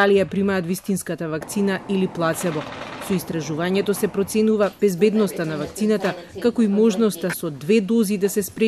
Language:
Macedonian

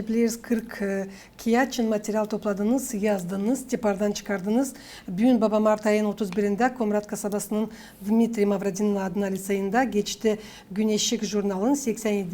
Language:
Gagauz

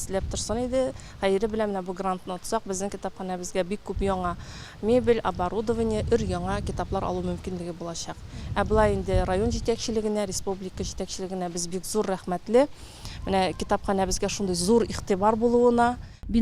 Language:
Tatar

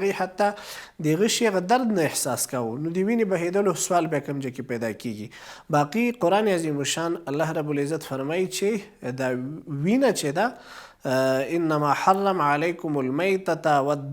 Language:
Pashto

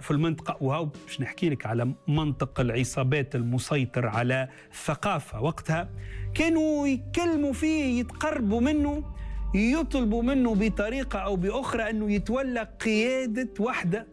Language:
Tunisian Arabic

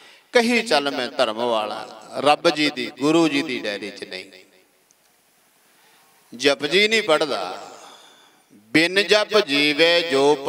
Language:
Punjabi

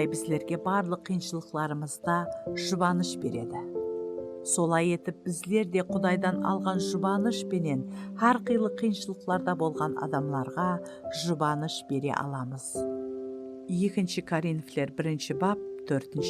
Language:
Kara-Kalpak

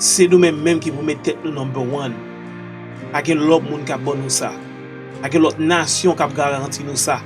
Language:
Haitian Creole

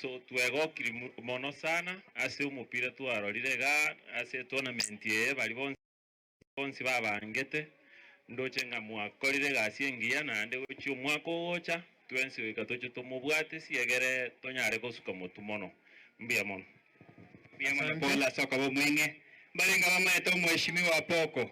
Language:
Gusii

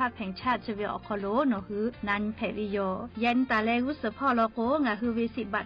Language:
Lahu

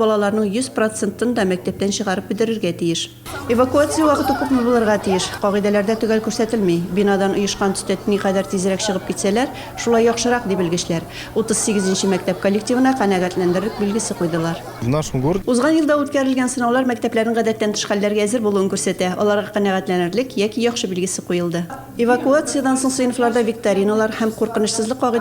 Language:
Tatar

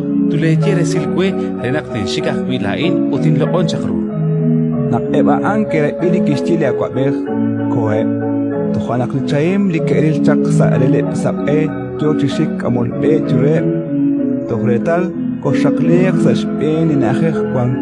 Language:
Kekchí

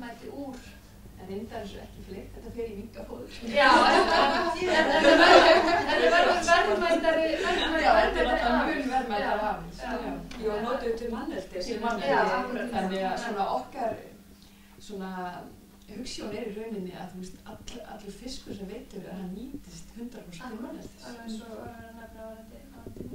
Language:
Icelandic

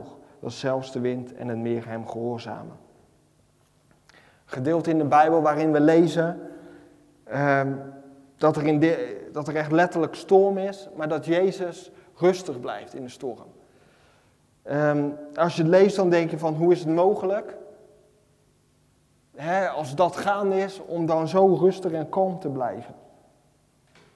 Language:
Dutch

